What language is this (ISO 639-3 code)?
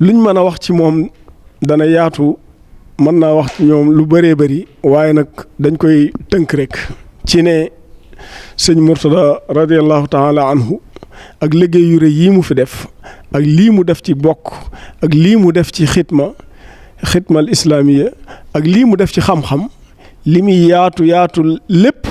wol